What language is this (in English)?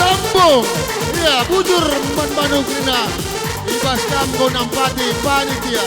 Batak Karo